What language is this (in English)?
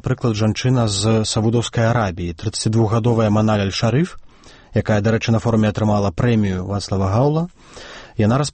Belarusian